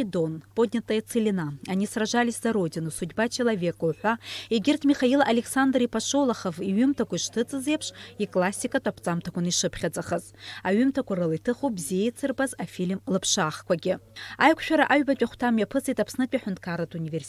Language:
Abkhazian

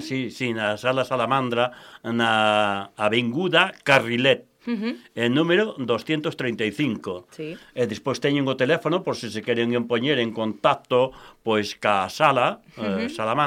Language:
Galician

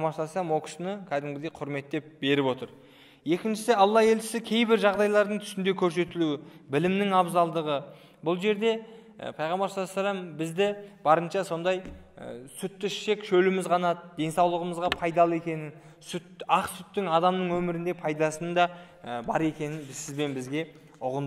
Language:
Kazakh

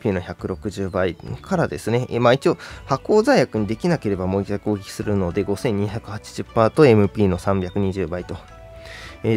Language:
Japanese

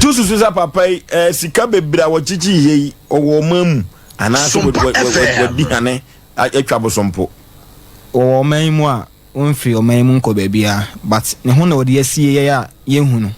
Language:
Akan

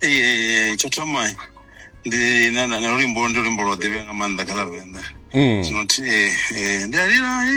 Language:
Venda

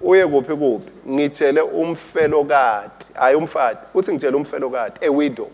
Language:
Swati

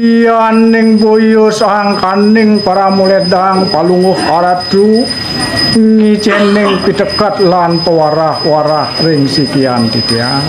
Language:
Balinese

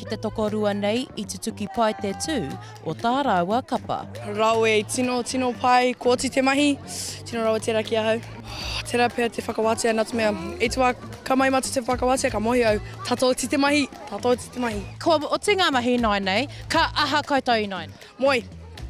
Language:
Māori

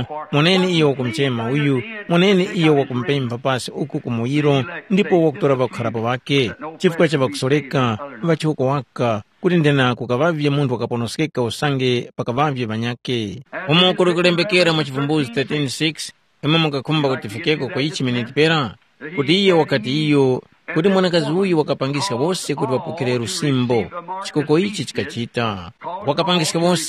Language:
Tumbuka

